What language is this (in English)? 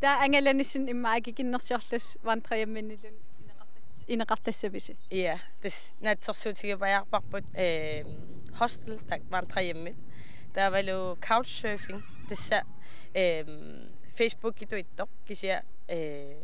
Kalaallisut